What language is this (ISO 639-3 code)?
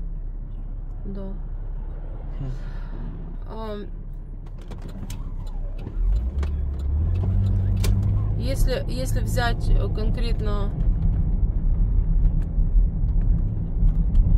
rus